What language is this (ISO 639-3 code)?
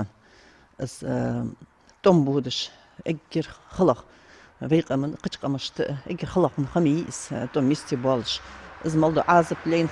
inh